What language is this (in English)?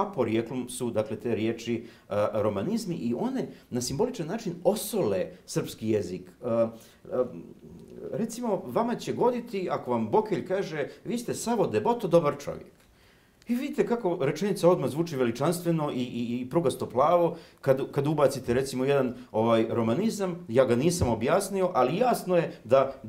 Serbian